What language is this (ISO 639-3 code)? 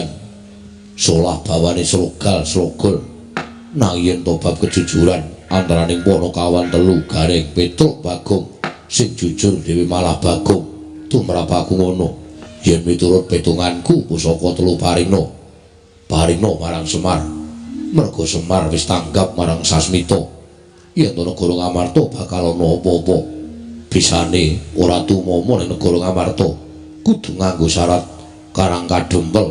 jav